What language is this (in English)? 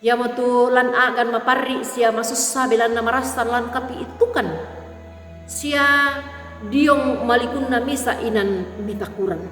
Toraja-Sa'dan